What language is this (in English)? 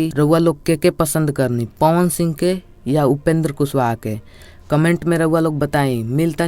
Bhojpuri